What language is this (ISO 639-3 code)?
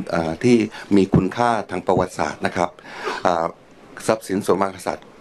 tha